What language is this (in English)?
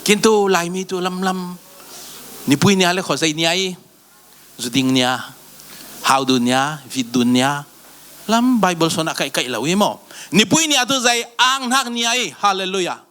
Falam Chin